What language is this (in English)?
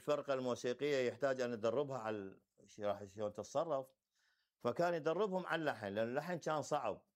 Mesopotamian Arabic